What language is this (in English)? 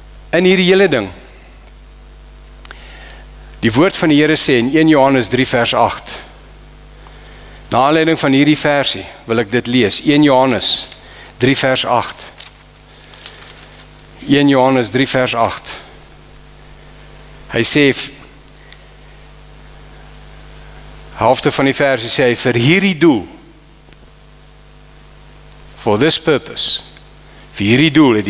Afrikaans